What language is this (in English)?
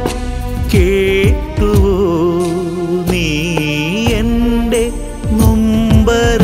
Malayalam